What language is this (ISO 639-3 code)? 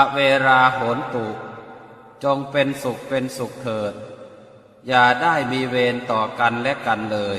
pli